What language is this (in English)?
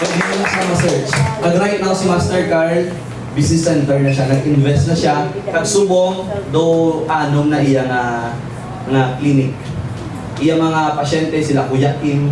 Hiligaynon